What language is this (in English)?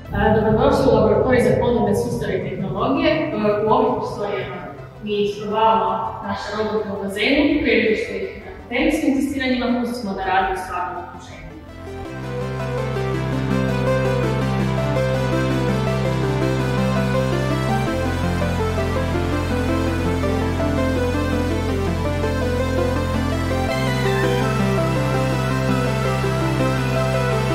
Croatian